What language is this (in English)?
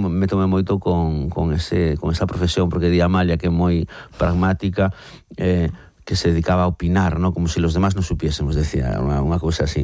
Galician